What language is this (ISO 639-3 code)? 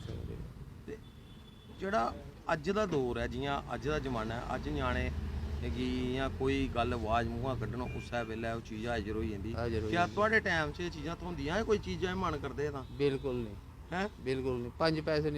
doi